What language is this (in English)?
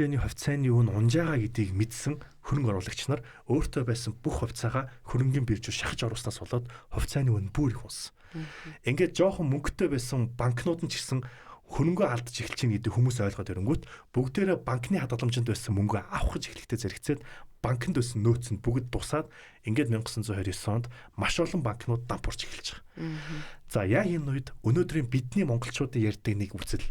Mongolian